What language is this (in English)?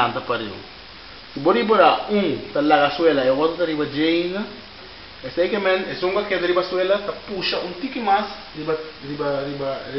Papiamento